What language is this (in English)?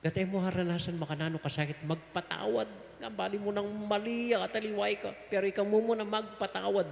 Pampanga